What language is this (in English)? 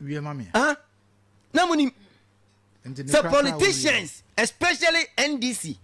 Akan